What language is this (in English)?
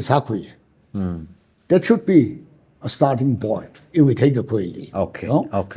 Tangkhul Naga (India)